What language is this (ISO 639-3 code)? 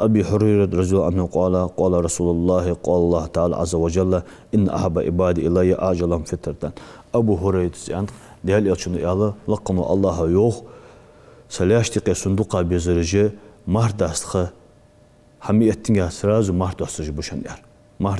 inh